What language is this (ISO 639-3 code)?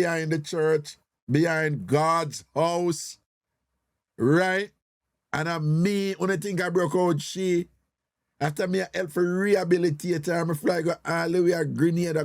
jam